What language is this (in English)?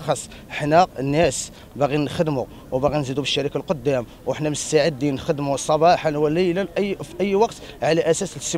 Moroccan Arabic